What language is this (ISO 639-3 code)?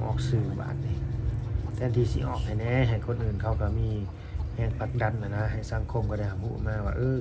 lao